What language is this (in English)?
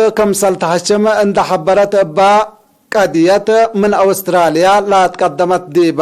Tigre